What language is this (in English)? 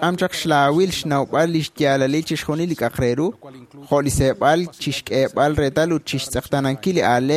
Kekchí